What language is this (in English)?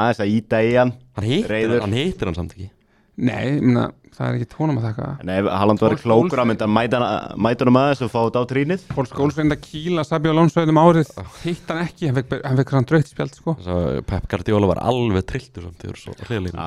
Icelandic